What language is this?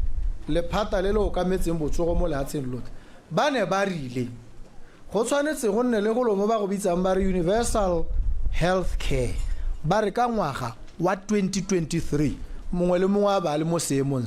Tswana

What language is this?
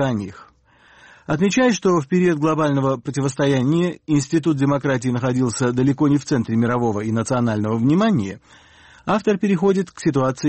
Russian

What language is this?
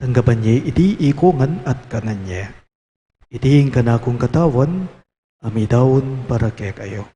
Pampanga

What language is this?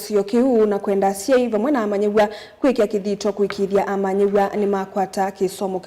Kamba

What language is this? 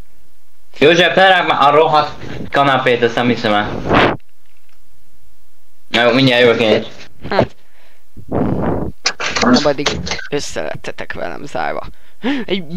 Hungarian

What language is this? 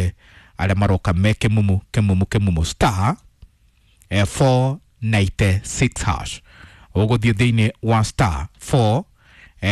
Kikuyu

